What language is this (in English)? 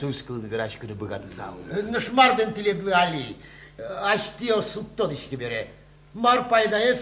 Udmurt